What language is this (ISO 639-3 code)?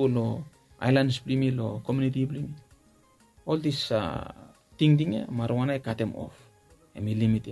bis